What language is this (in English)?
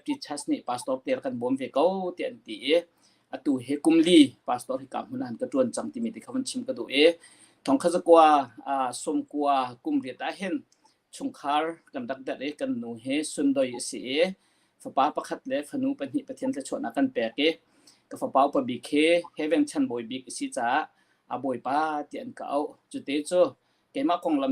Hakha Chin